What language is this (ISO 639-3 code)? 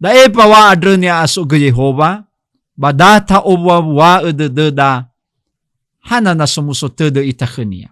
nia